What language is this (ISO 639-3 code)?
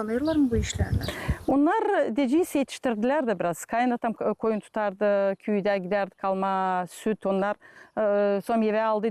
gag